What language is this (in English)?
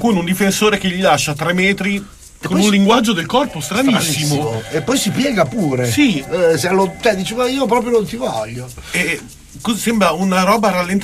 Italian